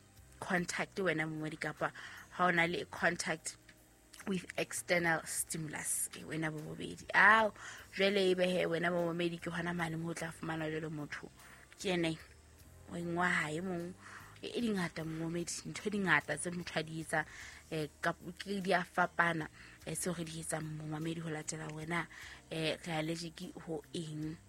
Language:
Southern Sotho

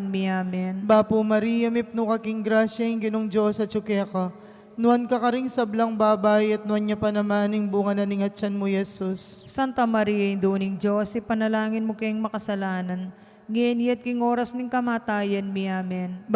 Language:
Pampanga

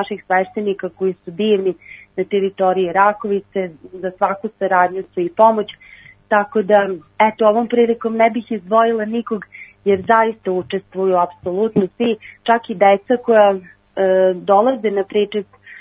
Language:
Serbian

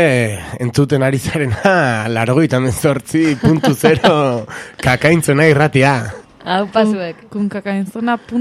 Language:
Basque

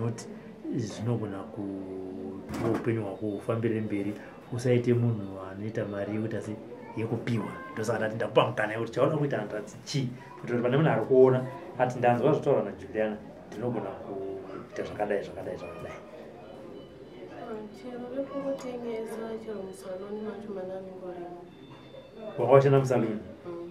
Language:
Shona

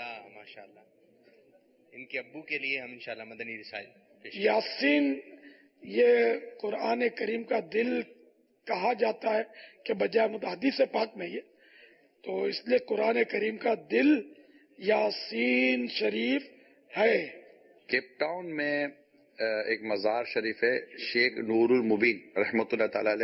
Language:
Urdu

